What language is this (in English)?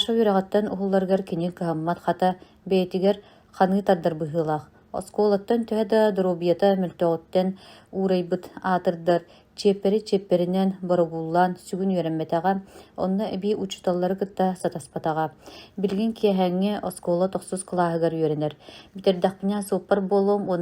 Yakut